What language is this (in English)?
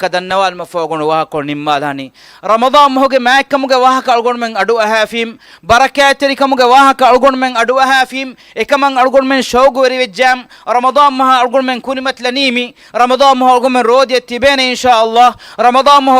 Divehi